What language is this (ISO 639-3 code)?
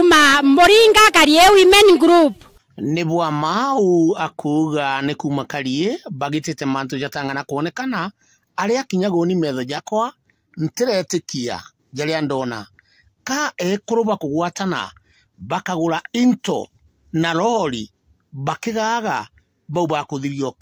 mer